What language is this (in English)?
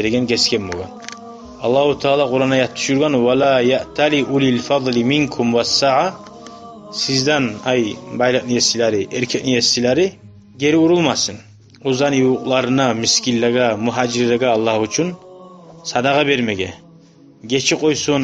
Kumyk